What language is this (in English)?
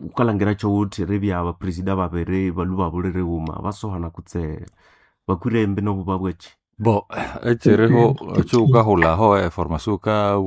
Nande